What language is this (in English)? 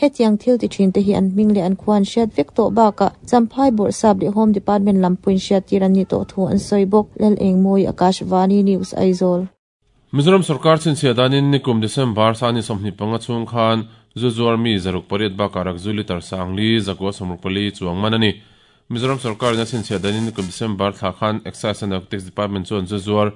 Mizo